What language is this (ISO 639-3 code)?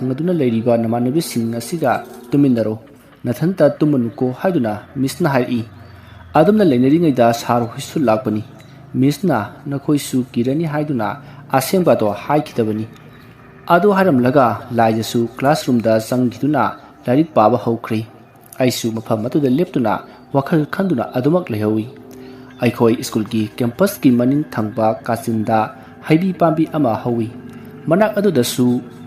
mni